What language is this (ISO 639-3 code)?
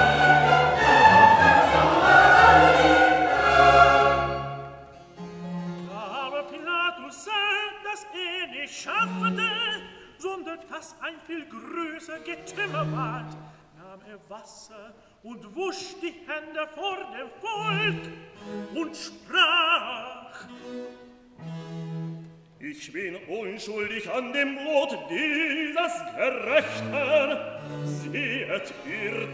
deu